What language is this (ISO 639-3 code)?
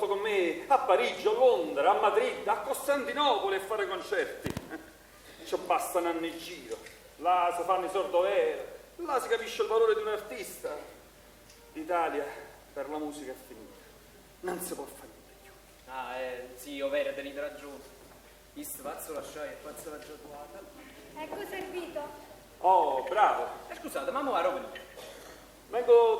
nap